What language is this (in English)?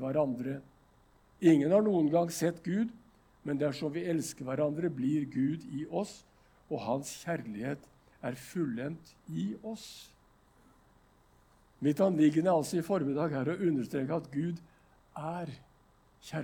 Norwegian